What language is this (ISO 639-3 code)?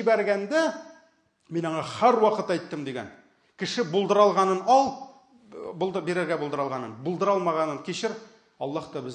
tat